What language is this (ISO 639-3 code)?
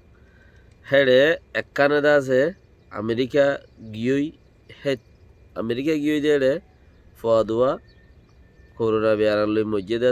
rhg